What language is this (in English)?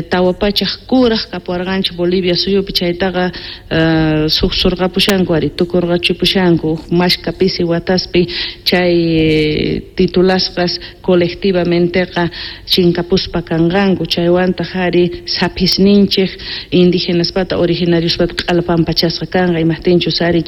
South Bolivian Quechua